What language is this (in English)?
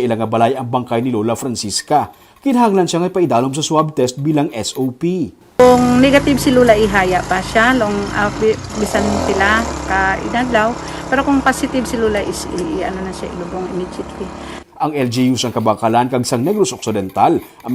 Hiligaynon